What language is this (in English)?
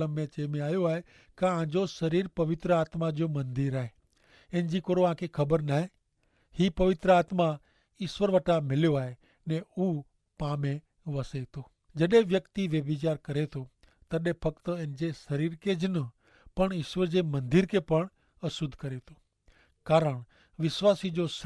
Kachhi